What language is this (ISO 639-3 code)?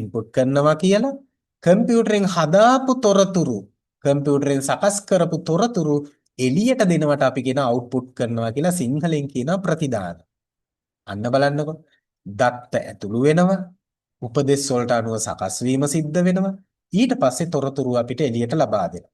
sin